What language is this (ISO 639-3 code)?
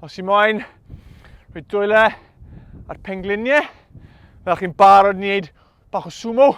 cym